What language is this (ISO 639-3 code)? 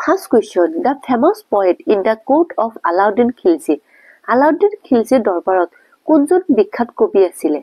asm